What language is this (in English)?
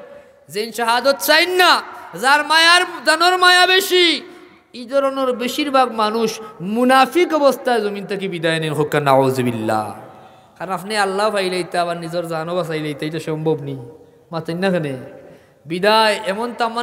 Sylheti